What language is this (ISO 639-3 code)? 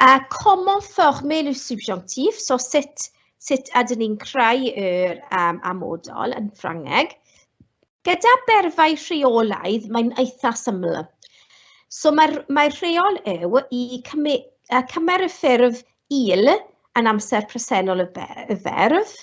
cym